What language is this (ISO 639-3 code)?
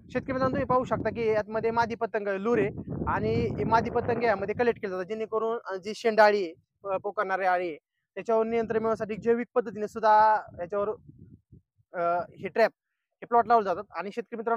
mar